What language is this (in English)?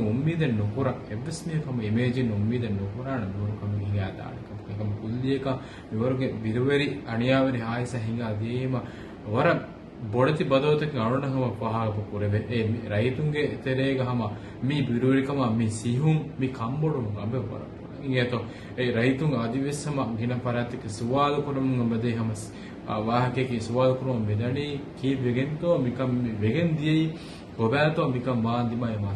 Divehi